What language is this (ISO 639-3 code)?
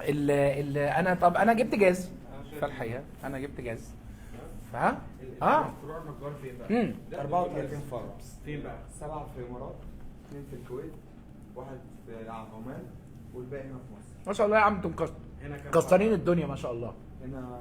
arz